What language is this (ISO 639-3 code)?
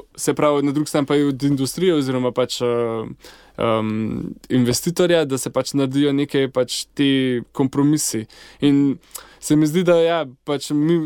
slv